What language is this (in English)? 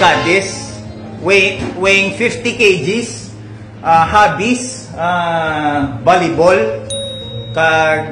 Hiligaynon